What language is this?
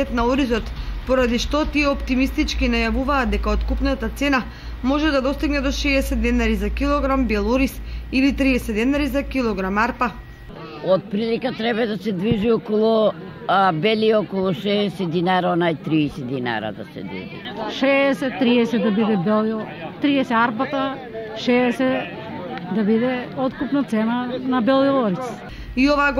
Macedonian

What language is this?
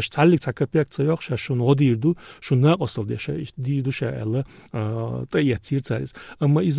Chechen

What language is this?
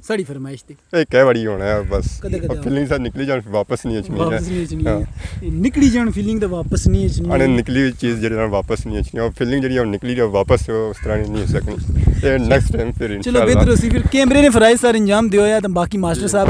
Pahari-Potwari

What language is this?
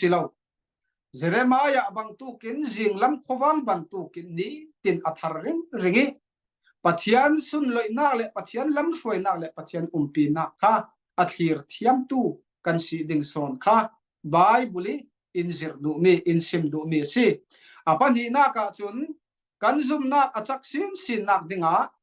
Falam Chin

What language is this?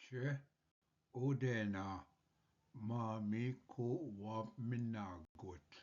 Ojibwa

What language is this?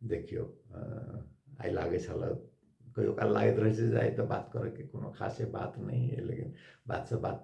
Maithili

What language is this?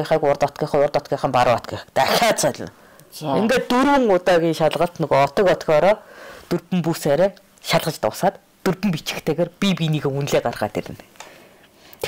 Mongolian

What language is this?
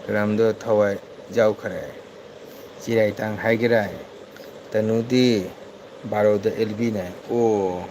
Manipuri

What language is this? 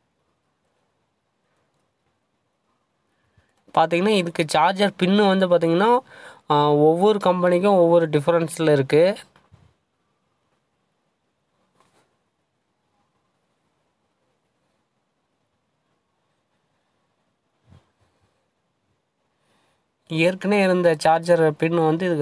Tamil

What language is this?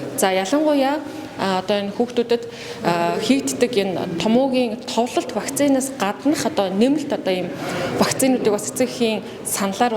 Mongolian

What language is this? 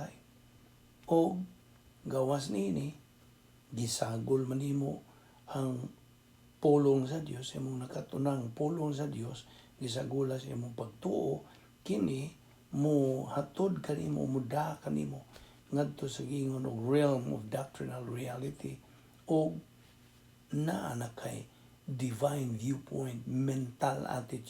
Cebuano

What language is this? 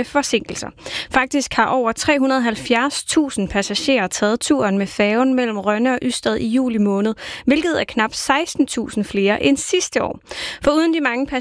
Danish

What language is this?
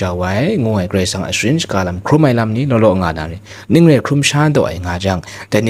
Kachin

